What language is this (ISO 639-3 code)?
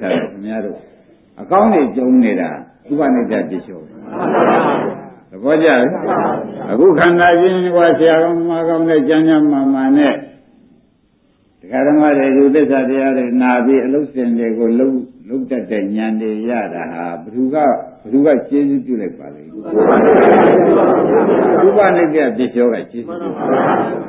mya